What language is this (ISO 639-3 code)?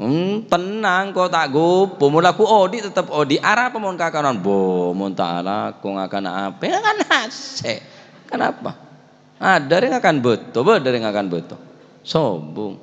mad